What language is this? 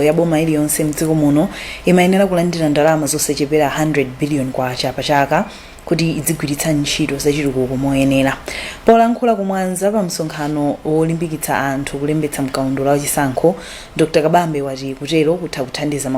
Nyanja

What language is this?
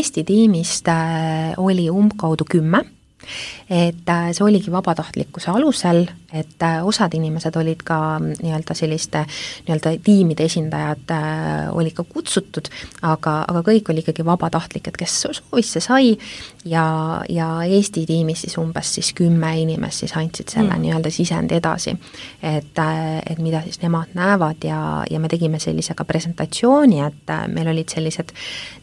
Estonian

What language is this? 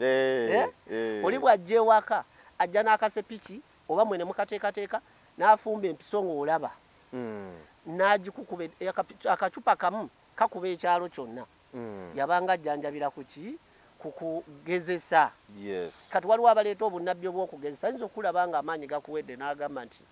Ganda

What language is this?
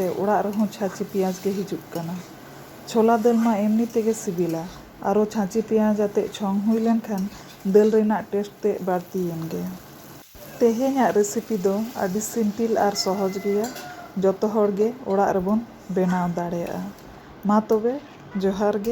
Santali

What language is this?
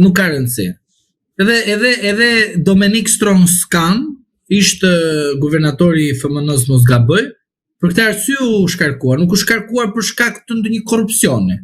Albanian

